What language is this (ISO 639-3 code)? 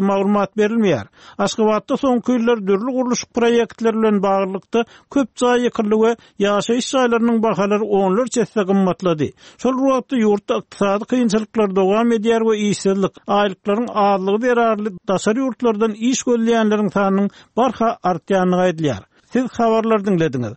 tuk